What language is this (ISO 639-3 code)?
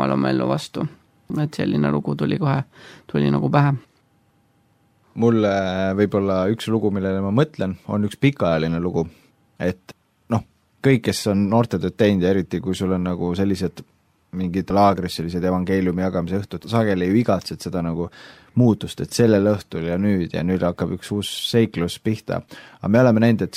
est